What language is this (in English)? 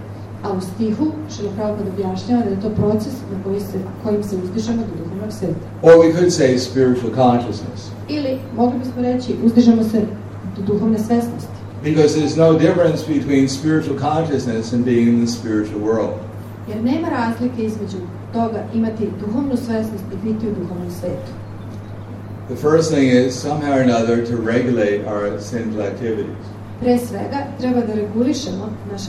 Serbian